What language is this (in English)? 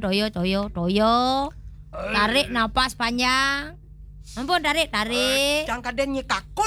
Balinese